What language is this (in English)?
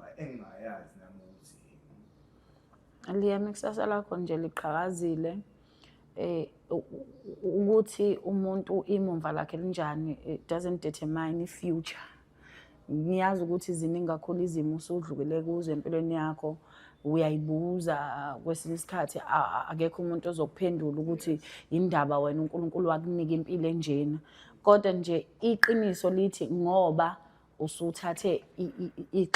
Zulu